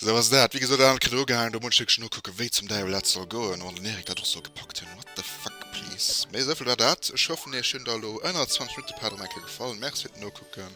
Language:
Luxembourgish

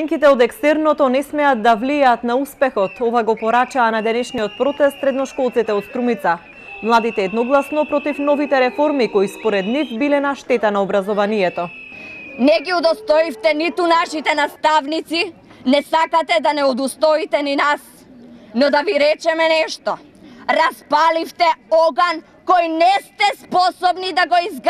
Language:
Macedonian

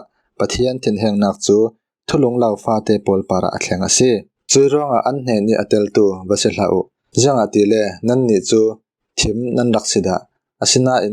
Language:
Falam Chin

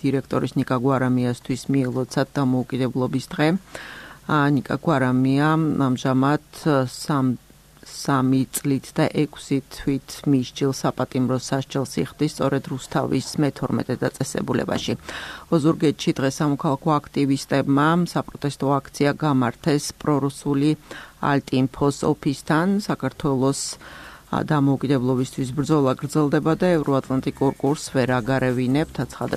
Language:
Georgian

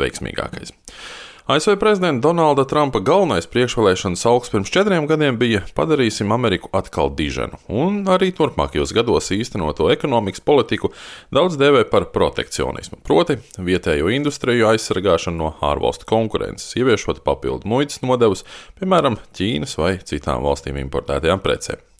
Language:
Latvian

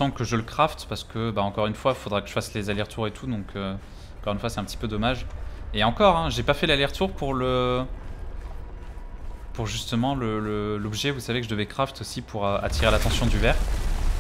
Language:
French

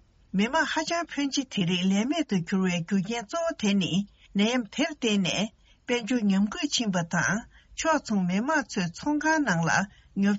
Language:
Tibetan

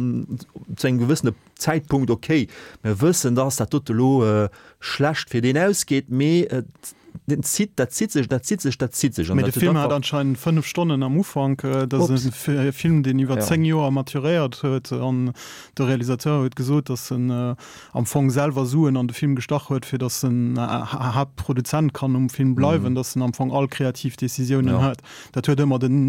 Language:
Luxembourgish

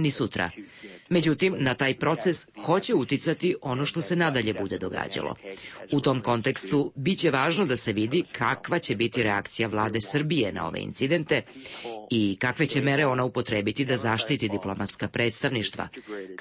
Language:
Serbian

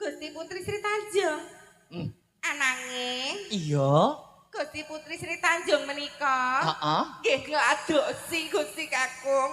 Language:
Javanese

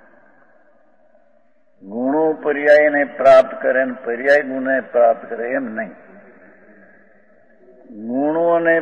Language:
Gujarati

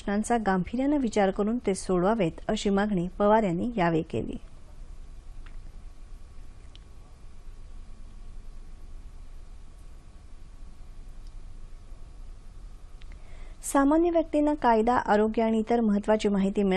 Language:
Marathi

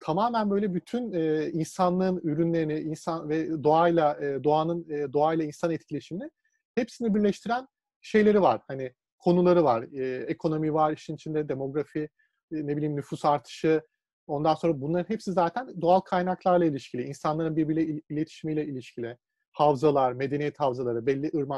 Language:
Turkish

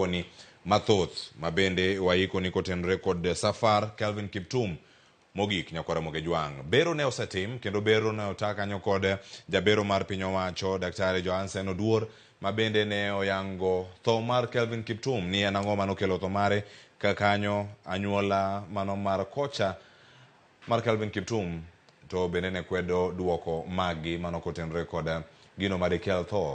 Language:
Luo (Kenya and Tanzania)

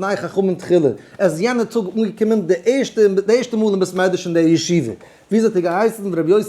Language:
Yiddish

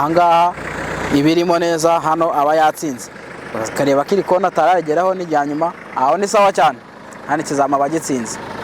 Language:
Kinyarwanda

